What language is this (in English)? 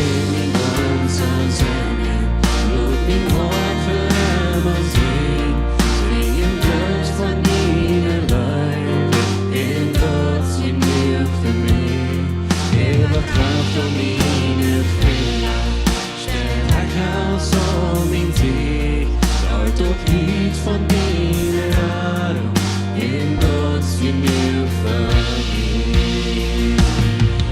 Plautdietsch